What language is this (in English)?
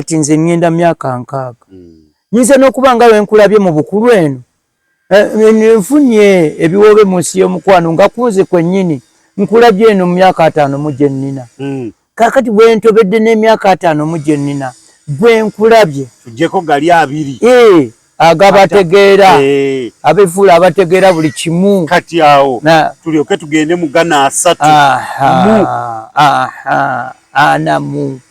Ganda